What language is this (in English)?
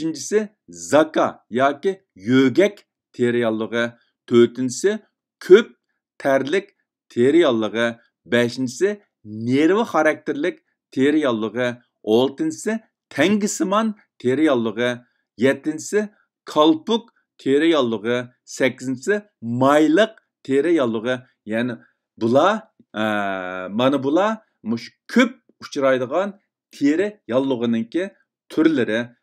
Uyghur